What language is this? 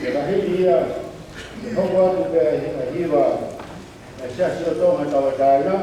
Tongan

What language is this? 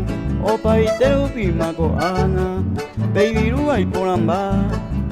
Guarani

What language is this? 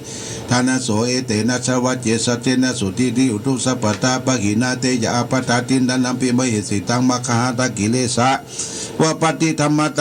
Pali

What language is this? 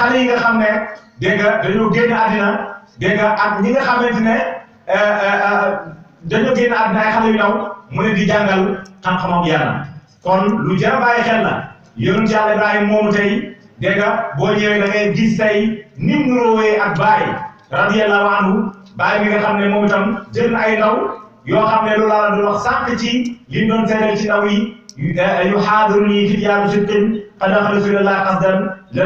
Wolof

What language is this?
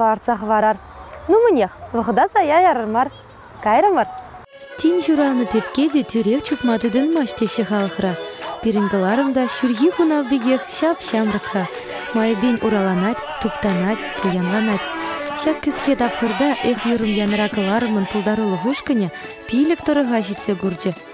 Chuvash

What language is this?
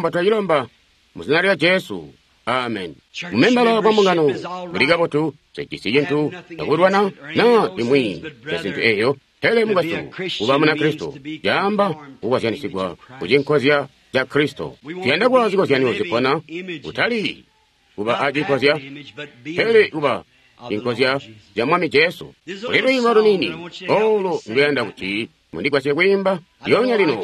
Tonga (Zambia)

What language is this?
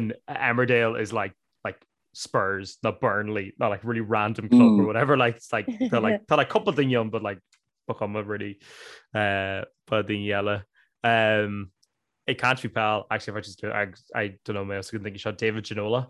Irish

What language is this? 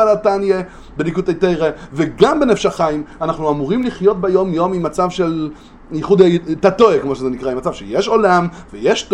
Hebrew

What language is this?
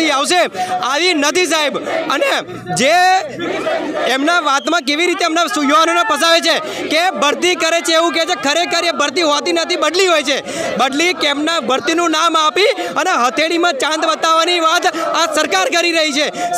Gujarati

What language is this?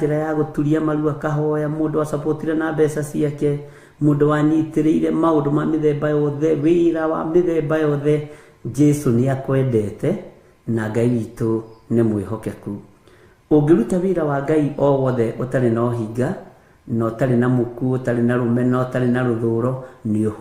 Kikuyu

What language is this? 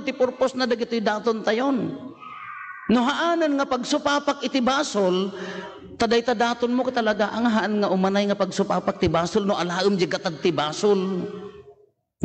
Iloko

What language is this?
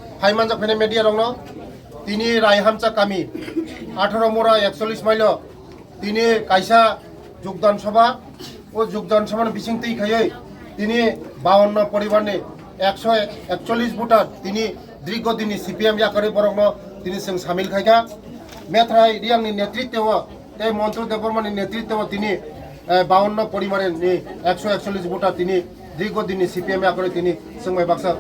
Kok Borok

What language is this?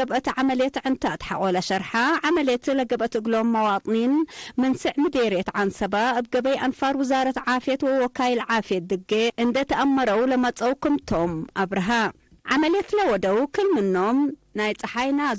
Tigre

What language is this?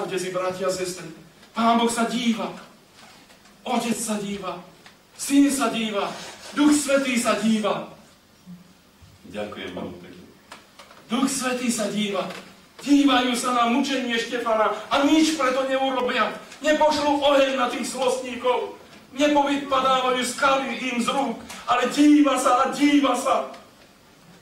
Slovak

